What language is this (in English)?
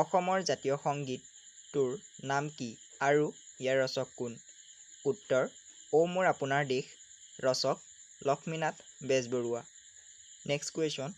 Assamese